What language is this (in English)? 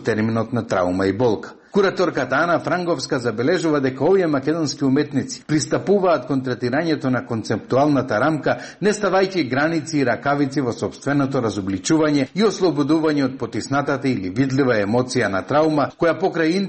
Macedonian